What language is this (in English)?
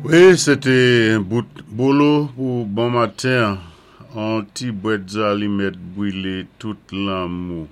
Saint Lucian Creole French